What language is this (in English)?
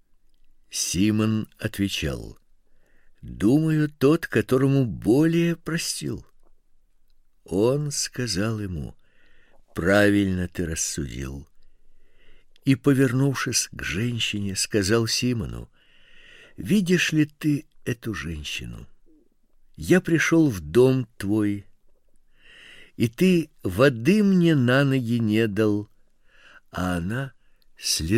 Russian